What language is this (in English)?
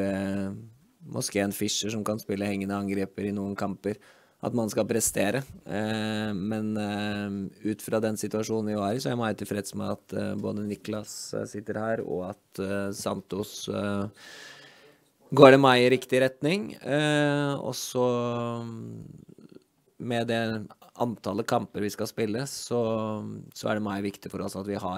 Danish